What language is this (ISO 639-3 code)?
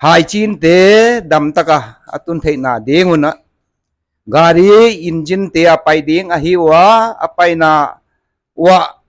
pck